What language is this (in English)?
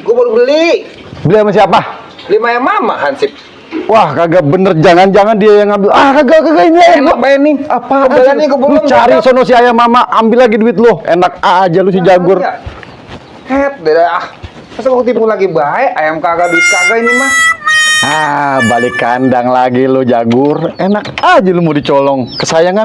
Betawi